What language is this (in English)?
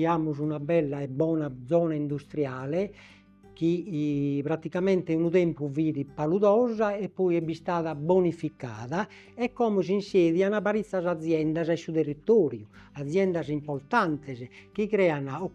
Sardinian